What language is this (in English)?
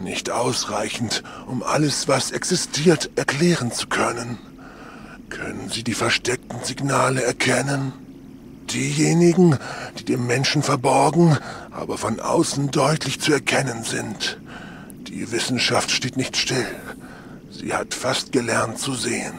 Bavarian